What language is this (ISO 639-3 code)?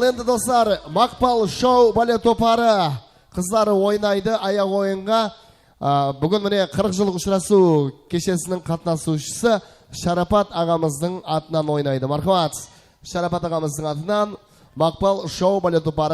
kaa